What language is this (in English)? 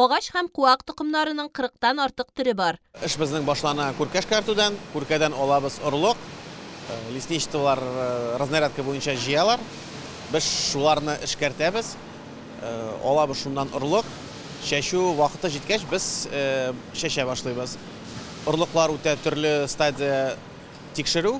Tatar